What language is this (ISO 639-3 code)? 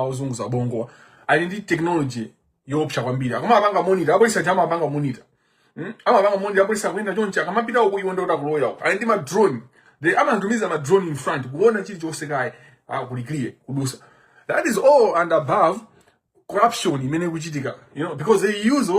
nya